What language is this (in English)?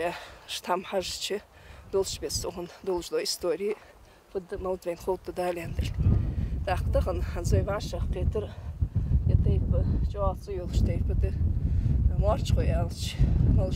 Ingush